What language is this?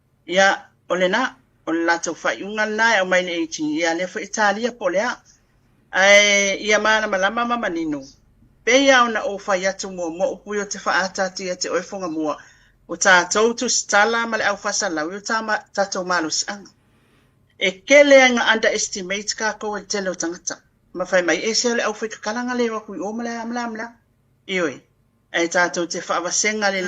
Samoan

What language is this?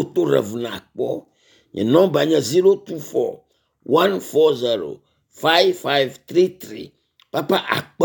Ewe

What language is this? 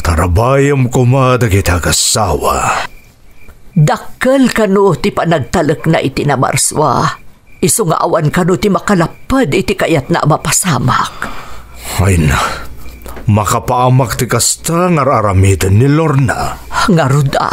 Iloko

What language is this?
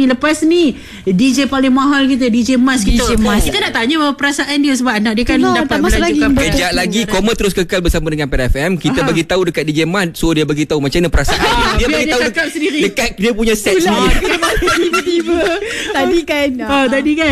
Malay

